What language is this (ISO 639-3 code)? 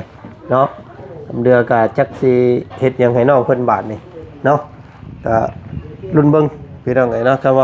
lao